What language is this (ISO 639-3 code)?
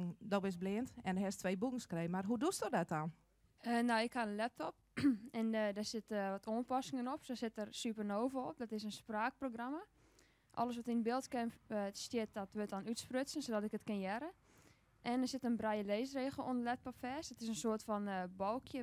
fry